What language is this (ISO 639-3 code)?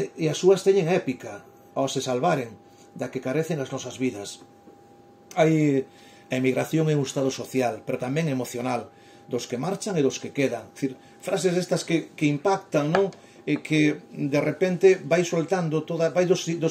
glg